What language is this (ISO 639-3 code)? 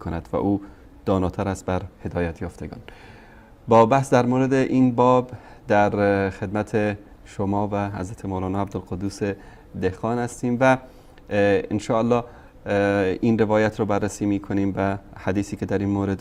fas